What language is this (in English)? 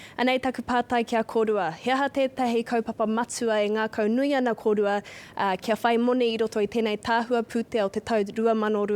Māori